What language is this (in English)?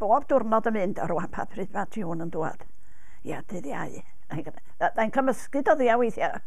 Welsh